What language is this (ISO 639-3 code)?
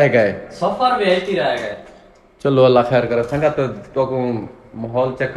skr